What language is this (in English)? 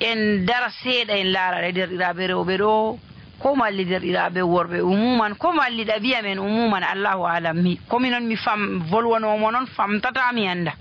Fula